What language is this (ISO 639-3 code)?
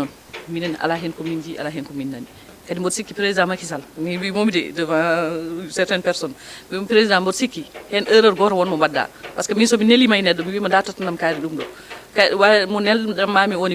ful